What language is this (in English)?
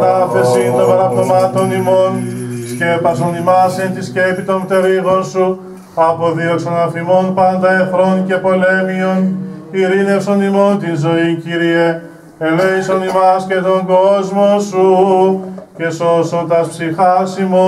Greek